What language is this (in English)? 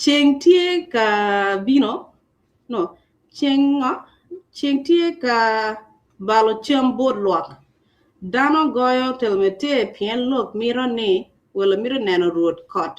Acoli